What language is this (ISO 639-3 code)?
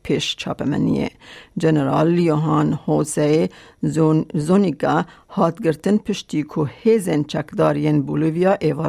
kur